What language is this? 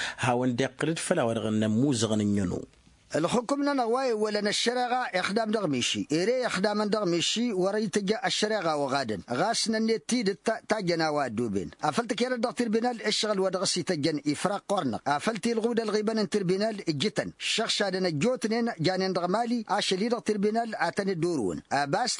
Tamasheq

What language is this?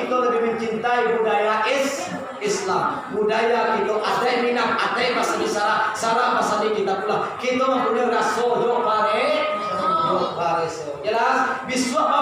Minangkabau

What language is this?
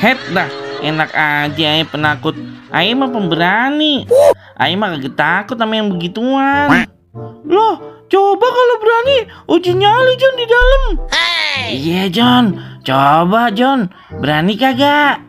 Betawi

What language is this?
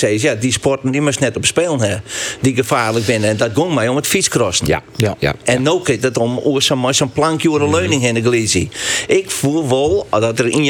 Western Frisian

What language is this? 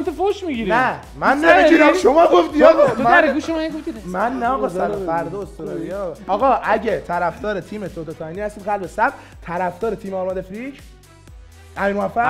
Persian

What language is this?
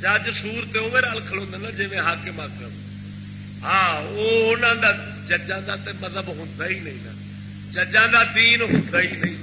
Saraiki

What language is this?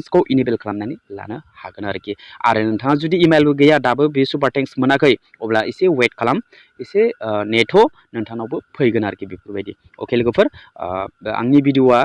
Bodo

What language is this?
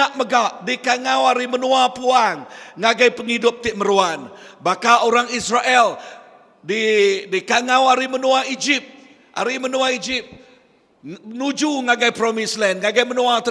Iban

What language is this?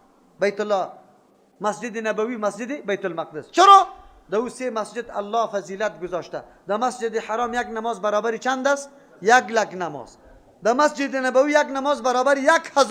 Persian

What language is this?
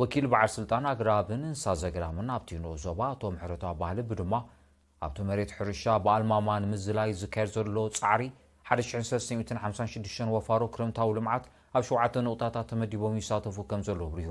Tigrinya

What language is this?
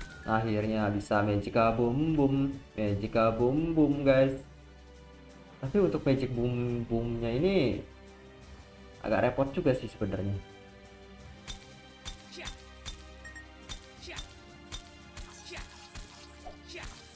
Indonesian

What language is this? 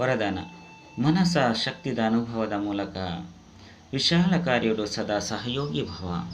Tulu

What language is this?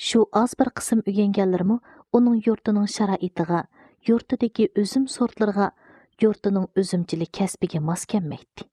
Uyghur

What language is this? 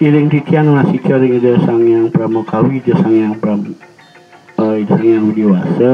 Balinese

